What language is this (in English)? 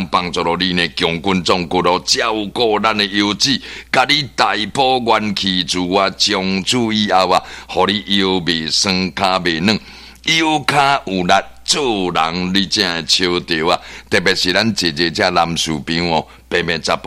Min Nan Chinese